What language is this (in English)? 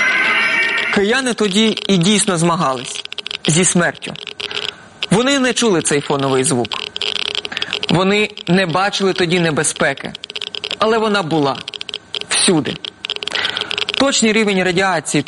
Ukrainian